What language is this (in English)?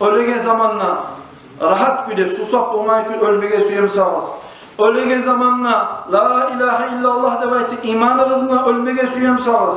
Kumyk